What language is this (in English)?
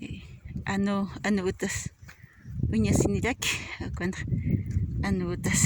Aymara